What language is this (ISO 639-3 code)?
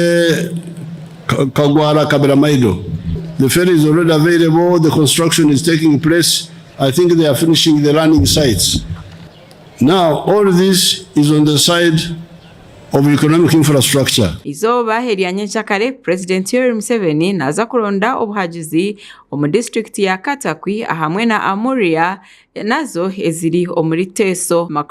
nyn